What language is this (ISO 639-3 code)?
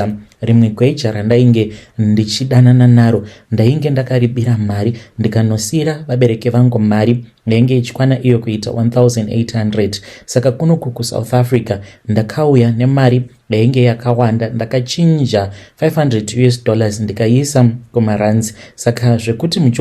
sna